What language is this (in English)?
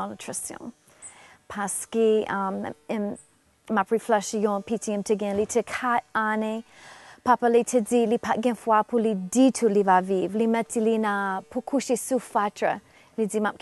Haitian Creole